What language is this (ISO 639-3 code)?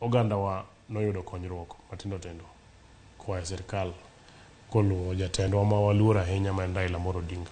luo